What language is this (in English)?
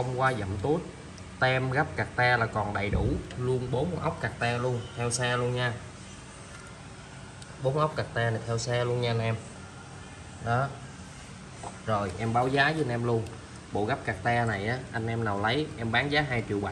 Vietnamese